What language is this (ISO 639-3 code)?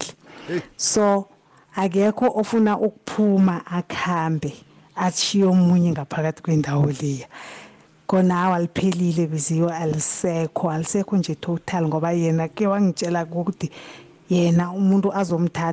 nbl